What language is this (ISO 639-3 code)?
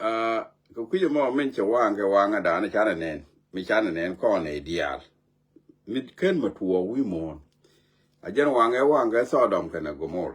nus